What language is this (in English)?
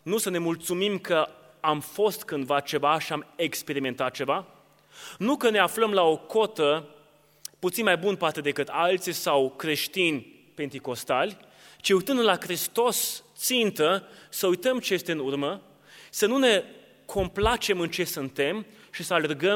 Romanian